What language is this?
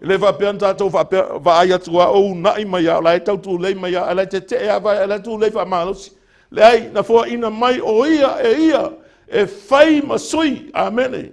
Samoan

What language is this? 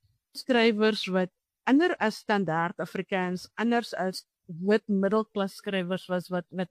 Afrikaans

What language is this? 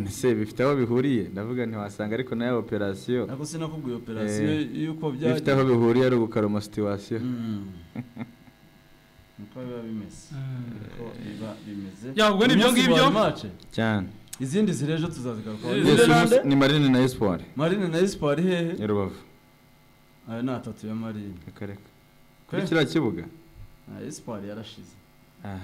Kinyarwanda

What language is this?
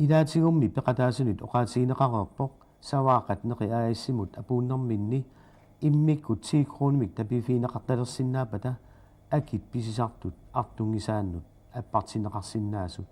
Kalaallisut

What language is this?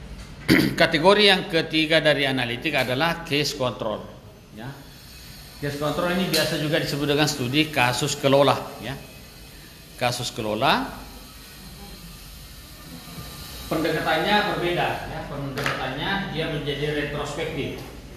Indonesian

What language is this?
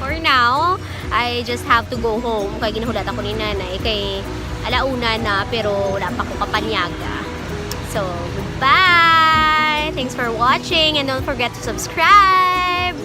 Hiligaynon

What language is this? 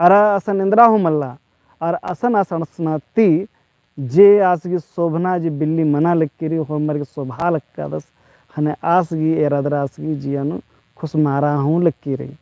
Kurukh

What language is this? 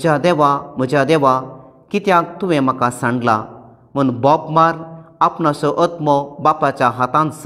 Konkani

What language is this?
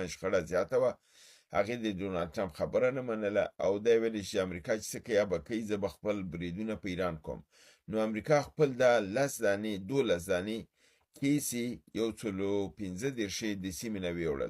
Pashto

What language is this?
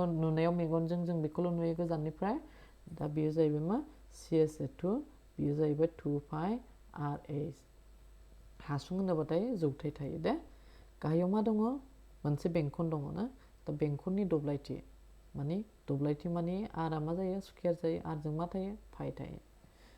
Bodo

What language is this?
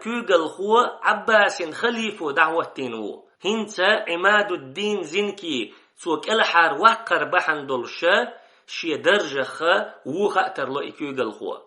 Chechen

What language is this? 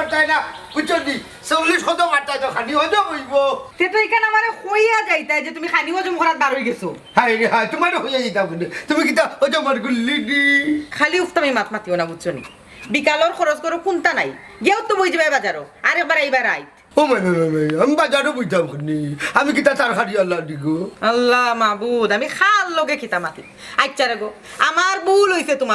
Sylheti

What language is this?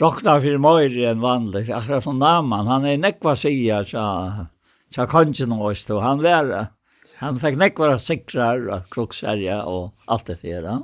Faroese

